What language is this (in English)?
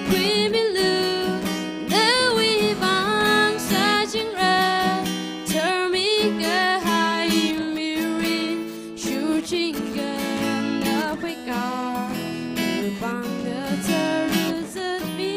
Tangkhul Naga (India)